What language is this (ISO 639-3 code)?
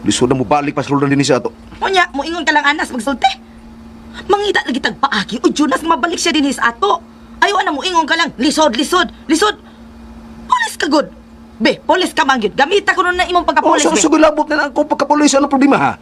ceb